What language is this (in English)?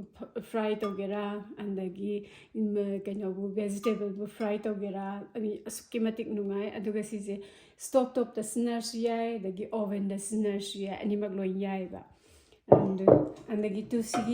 Manipuri